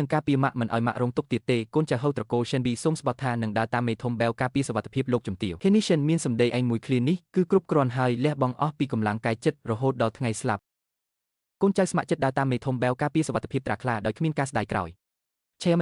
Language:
Khmer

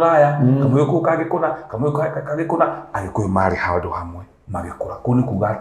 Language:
Kikuyu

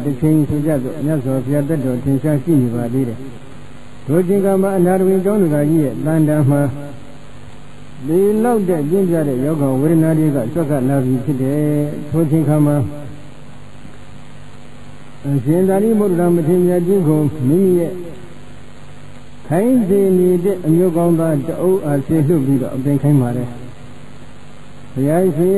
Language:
Burmese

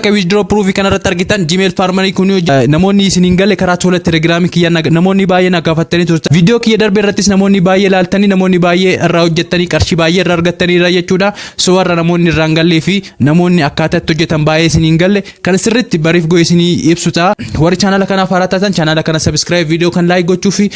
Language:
Oromo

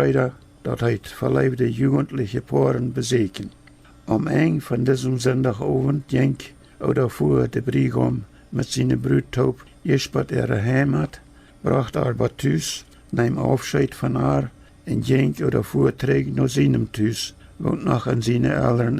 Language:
Plautdietsch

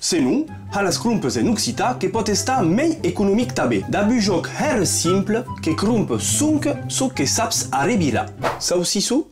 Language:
Occitan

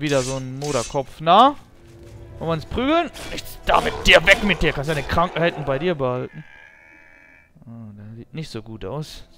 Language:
German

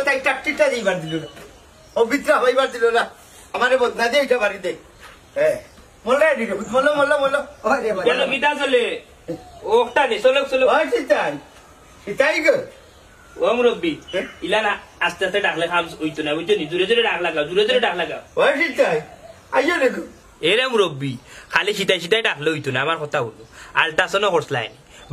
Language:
Sylheti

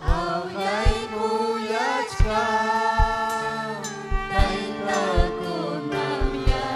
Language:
Ayacucho Quechua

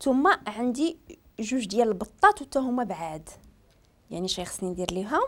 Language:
Moroccan Arabic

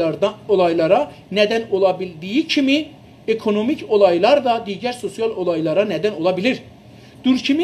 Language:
South Azerbaijani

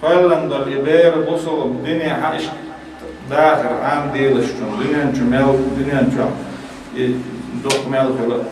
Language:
Chechen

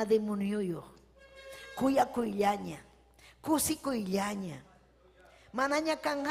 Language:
Ayacucho Quechua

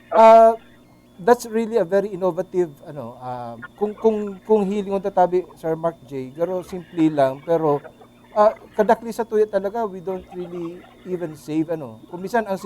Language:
Bikol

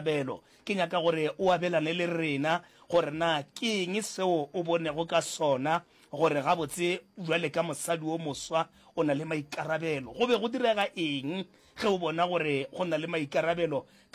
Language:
Northern Sotho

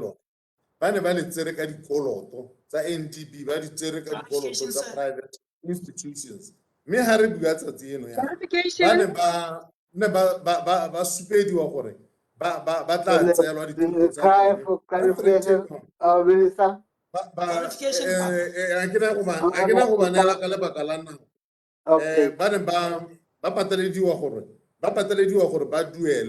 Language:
Tswana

